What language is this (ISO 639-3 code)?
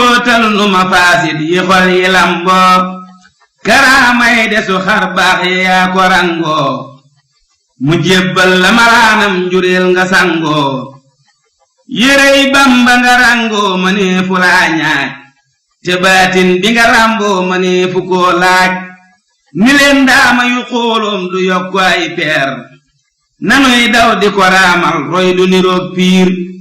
wol